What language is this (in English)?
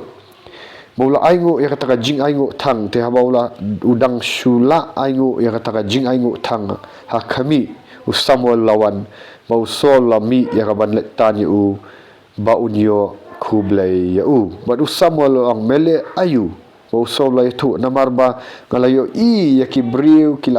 Khasi